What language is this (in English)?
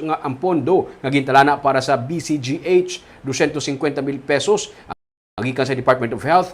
Hiligaynon